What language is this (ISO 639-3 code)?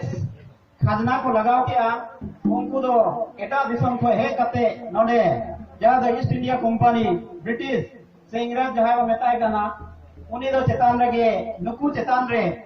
sat